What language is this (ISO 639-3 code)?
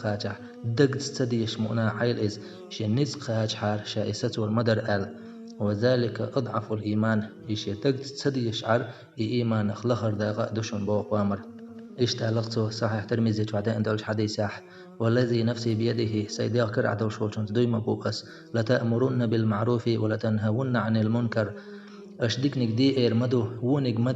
che